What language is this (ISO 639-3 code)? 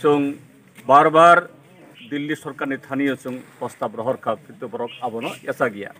trp